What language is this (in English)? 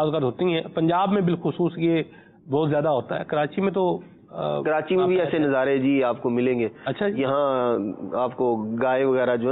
Urdu